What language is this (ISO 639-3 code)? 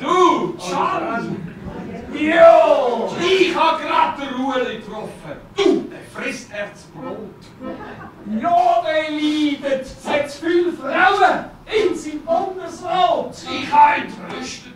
gsw